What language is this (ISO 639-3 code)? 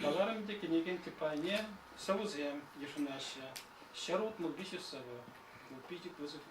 chv